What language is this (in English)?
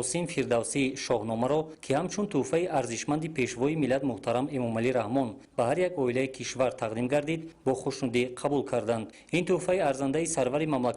Tajik